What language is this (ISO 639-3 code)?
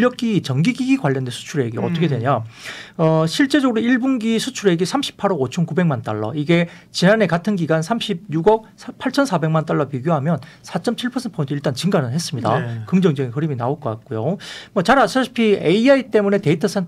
kor